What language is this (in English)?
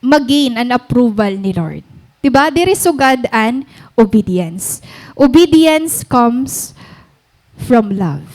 Waray